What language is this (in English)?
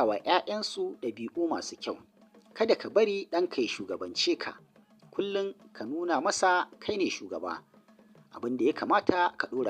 Hausa